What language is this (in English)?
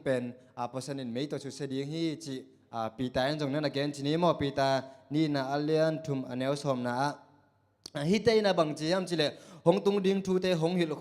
Tedim Chin